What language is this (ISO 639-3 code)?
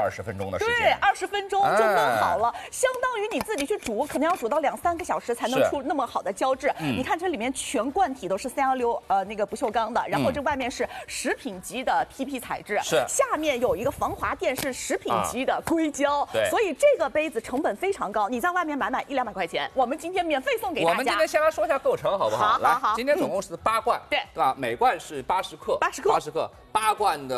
zho